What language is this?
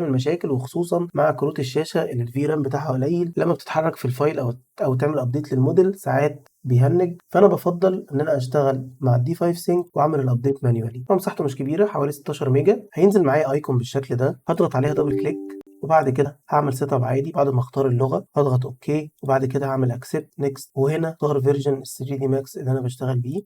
Egyptian Arabic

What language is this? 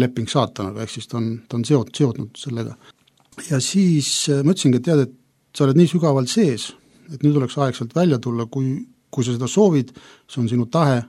Estonian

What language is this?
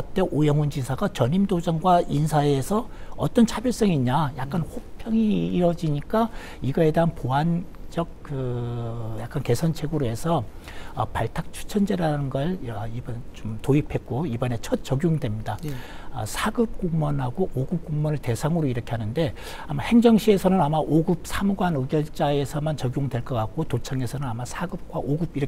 Korean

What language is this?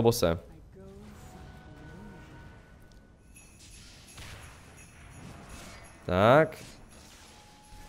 Czech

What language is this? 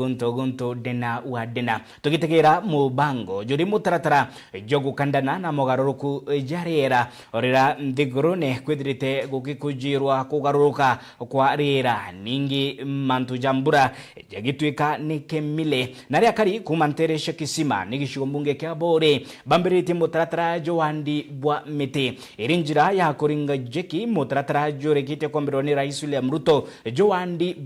Meru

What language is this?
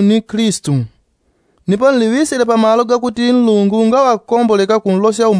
Yao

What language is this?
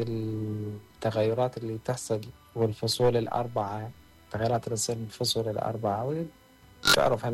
Mesopotamian Arabic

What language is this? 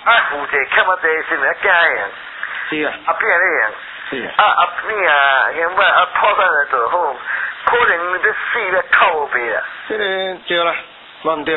Min Nan Chinese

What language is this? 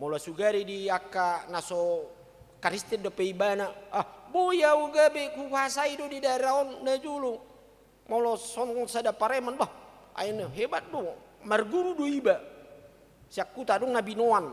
Batak Toba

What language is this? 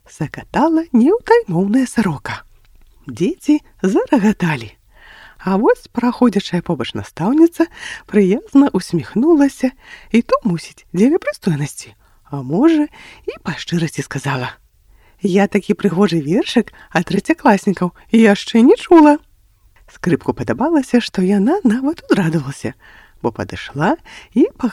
Belarusian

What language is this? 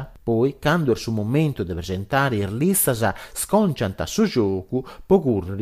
Sardinian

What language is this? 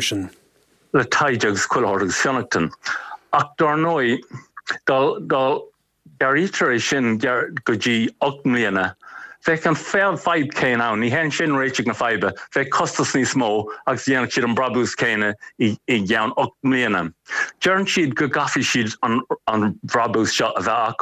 Irish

